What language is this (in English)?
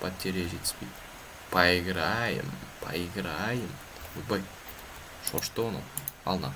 Kazakh